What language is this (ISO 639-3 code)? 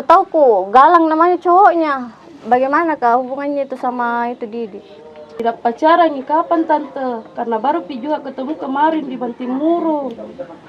mfp